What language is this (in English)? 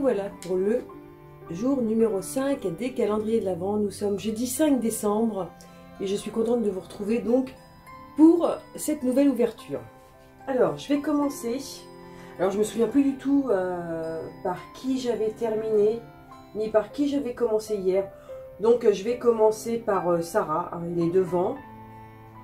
French